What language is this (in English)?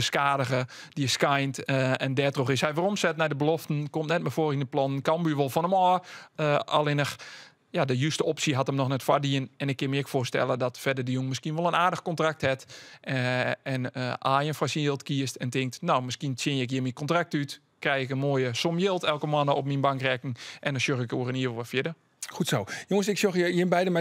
Western Frisian